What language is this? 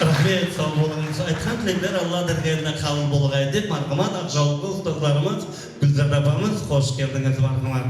Kara-Kalpak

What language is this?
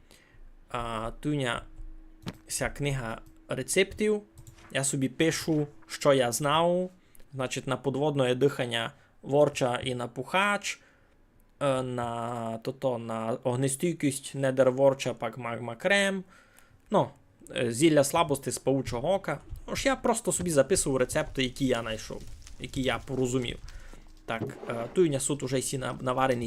Rusyn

